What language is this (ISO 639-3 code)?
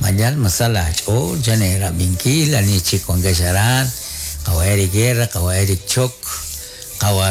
kek